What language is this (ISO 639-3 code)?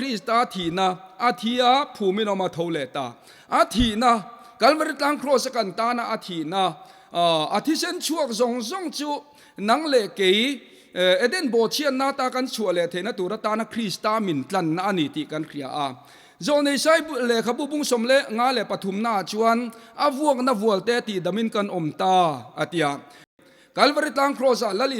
lus